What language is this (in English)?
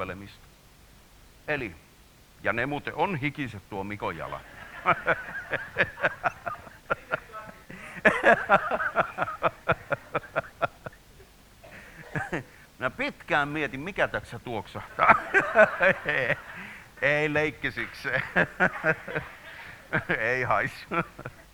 Finnish